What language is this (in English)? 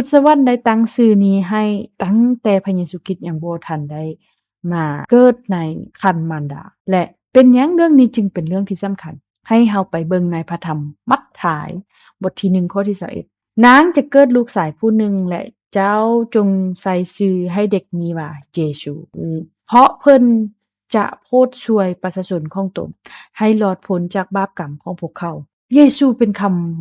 Lao